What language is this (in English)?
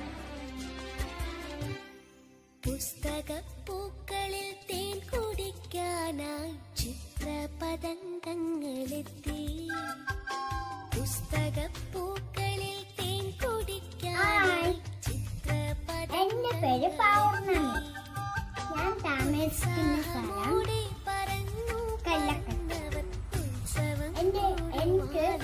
Malayalam